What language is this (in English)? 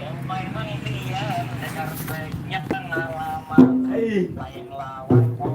Banjar